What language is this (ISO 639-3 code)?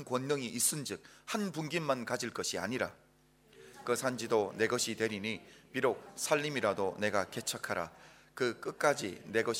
kor